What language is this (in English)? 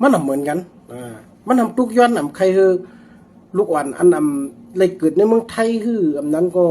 Shan